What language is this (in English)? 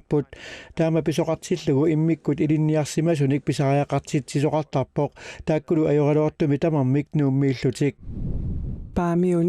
Kalaallisut